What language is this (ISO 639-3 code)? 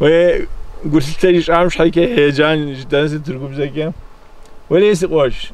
kbd